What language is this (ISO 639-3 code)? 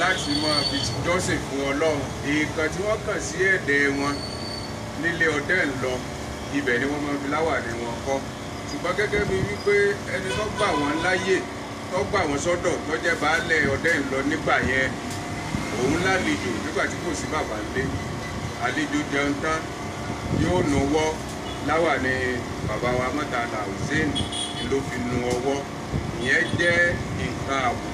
yor